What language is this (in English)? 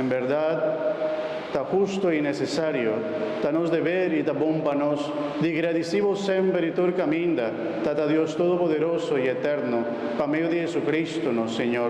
Papiamento